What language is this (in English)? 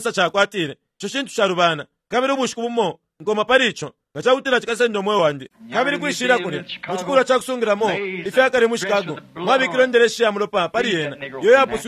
Bemba